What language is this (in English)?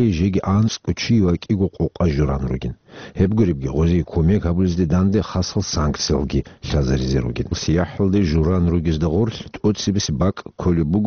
Avaric